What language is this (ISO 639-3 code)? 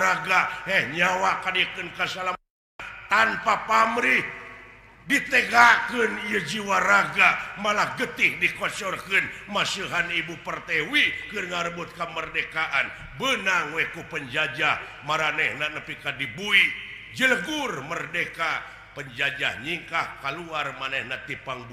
sun